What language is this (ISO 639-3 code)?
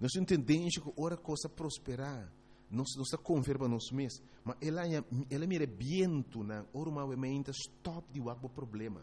pap